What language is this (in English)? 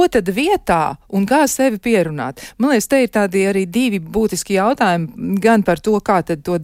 Latvian